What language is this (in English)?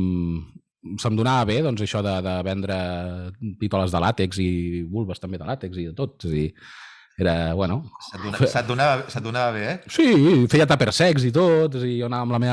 Catalan